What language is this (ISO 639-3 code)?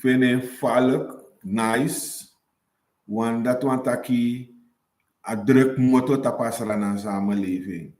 srn